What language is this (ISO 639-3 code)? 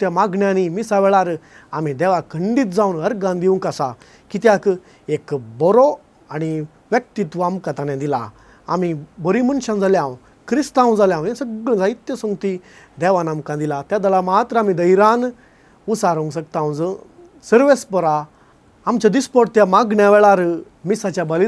kok